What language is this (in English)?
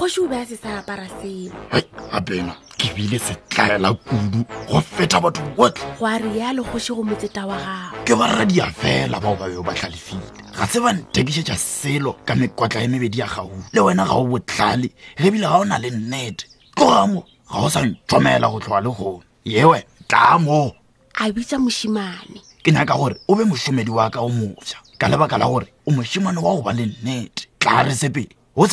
Northern Sotho